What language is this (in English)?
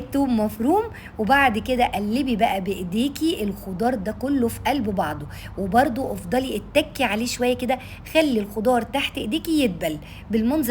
Egyptian Arabic